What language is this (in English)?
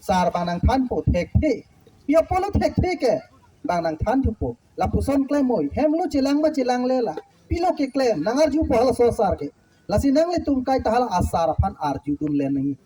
Karbi